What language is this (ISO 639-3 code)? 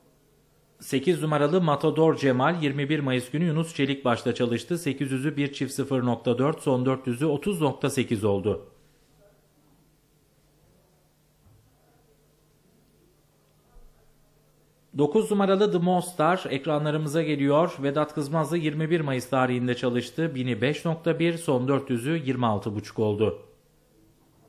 tur